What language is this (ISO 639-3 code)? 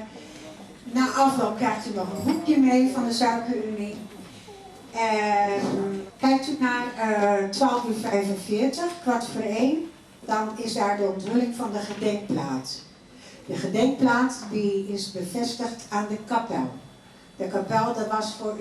lim